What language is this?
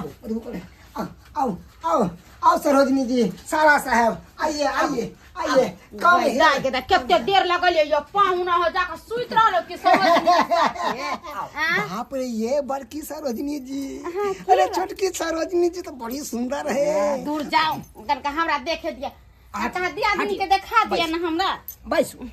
Maithili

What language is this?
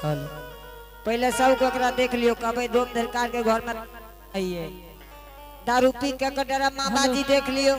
Angika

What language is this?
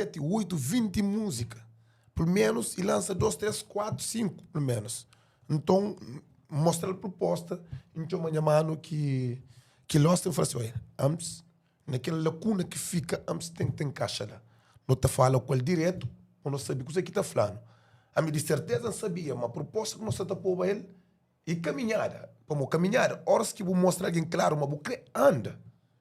Kabuverdianu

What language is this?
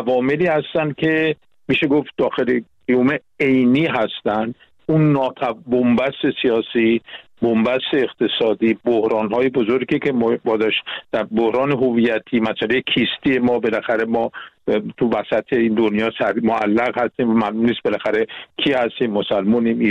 Persian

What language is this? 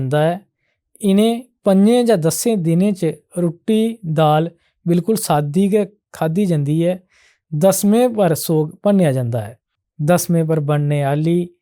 Dogri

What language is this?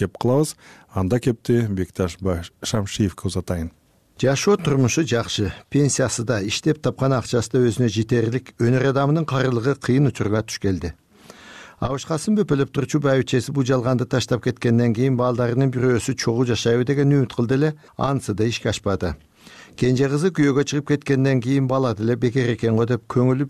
Kyrgyz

